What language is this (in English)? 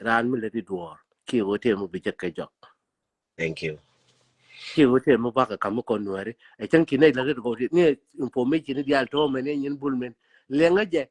Nuer